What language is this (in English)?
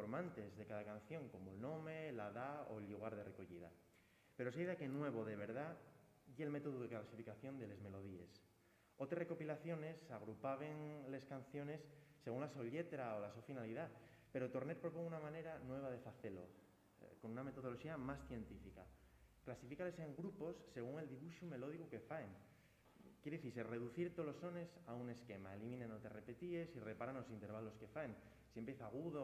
Asturian